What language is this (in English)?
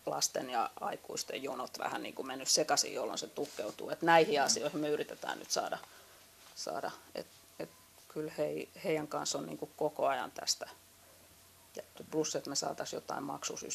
Finnish